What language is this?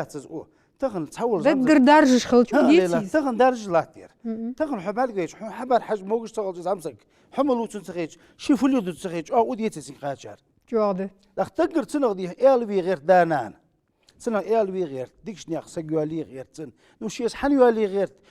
Ingush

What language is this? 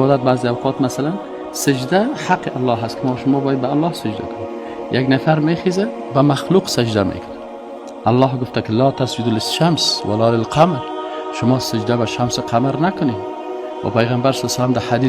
Persian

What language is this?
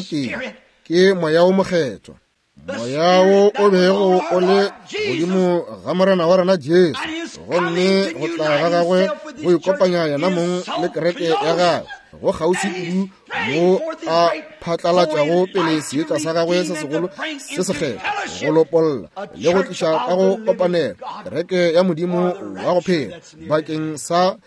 Northern Sotho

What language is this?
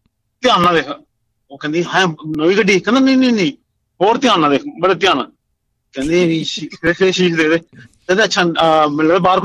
Punjabi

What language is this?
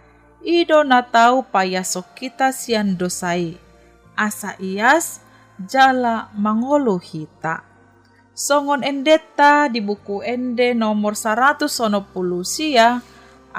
Batak Toba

